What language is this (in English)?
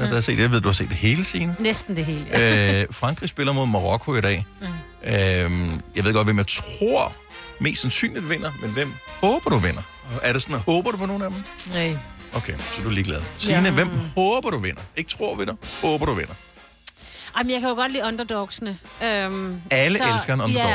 Danish